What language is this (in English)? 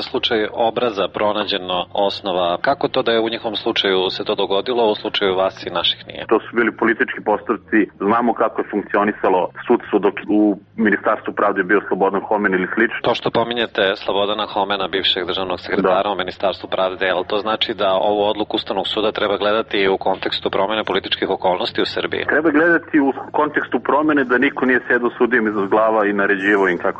Serbian